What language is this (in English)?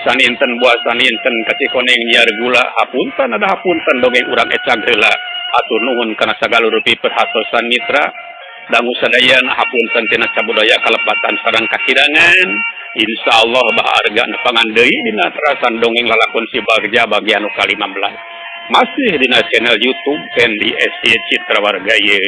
Sundanese